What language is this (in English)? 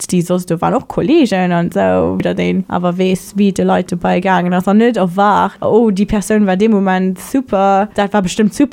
Luxembourgish